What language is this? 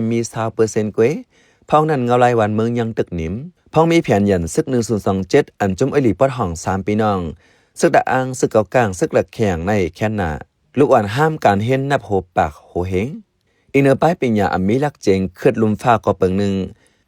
Shan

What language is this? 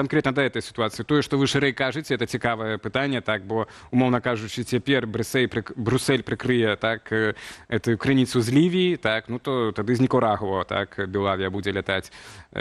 Belarusian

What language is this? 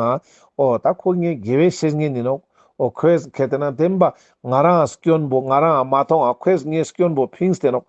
Ladakhi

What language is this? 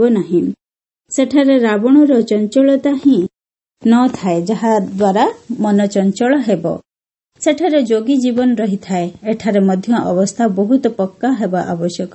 Odia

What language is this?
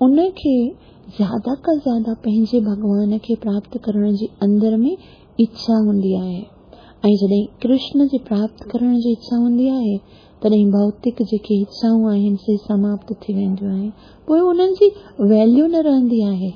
Sindhi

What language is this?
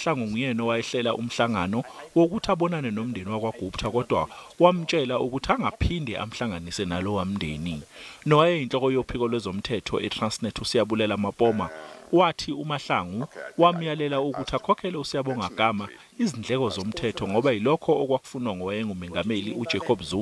Zulu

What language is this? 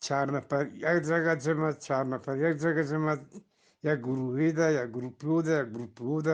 Eastern Balochi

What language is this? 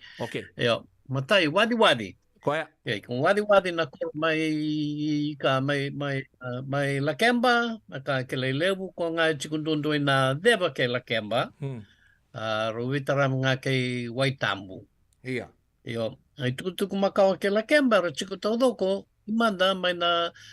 Fijian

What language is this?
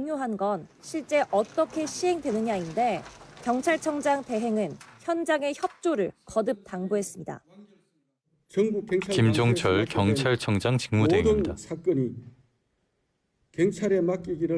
Korean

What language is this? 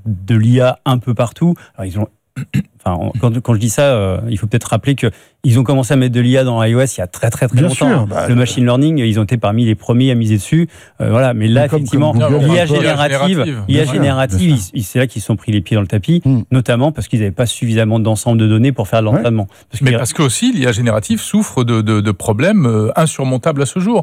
French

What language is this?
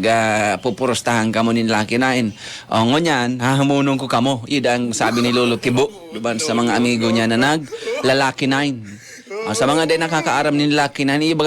Bikol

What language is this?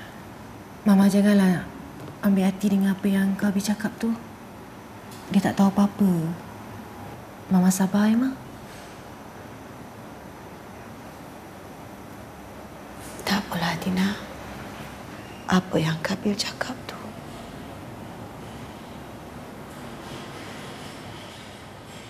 Malay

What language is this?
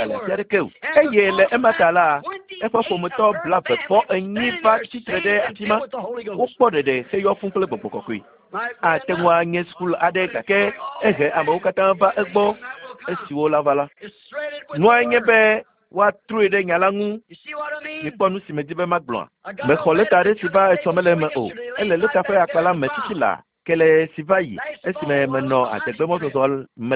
Ewe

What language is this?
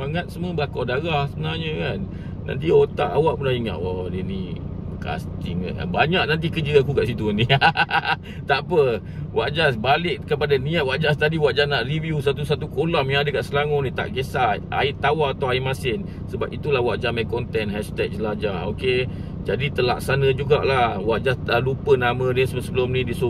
Malay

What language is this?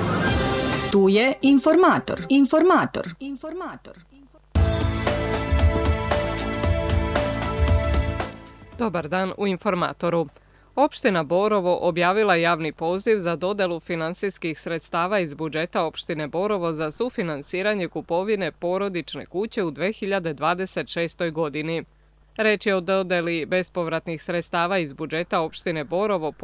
Serbian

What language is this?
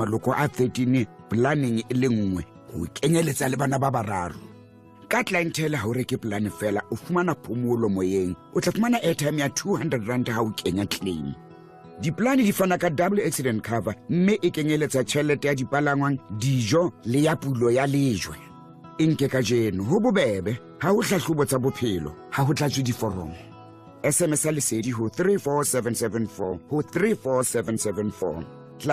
Southern Sotho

